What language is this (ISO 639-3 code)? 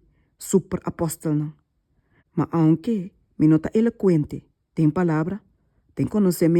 pap